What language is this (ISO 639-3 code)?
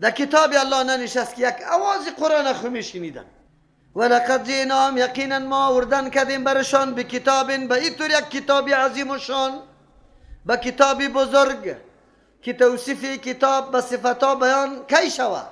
fas